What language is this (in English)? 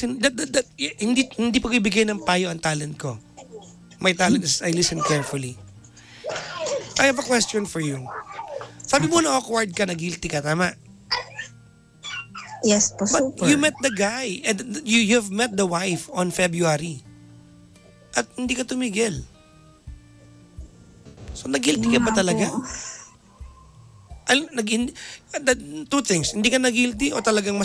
Filipino